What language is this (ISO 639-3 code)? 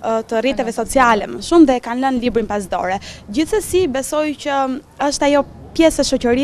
sqi